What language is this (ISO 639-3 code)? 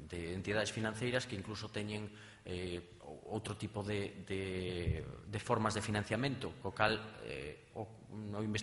glg